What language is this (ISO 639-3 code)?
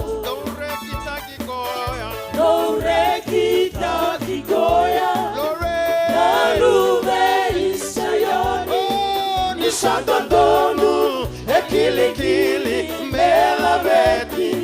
fij